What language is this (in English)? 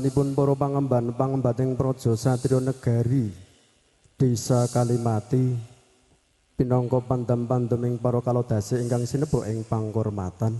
Javanese